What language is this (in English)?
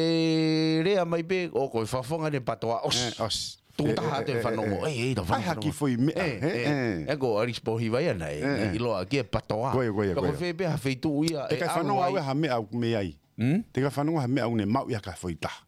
Tongan